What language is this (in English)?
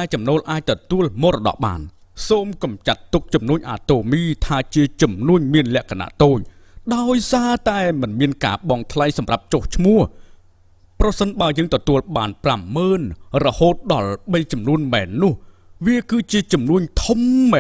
Khmer